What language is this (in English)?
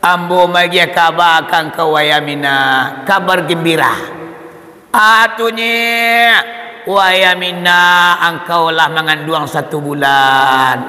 Minangkabau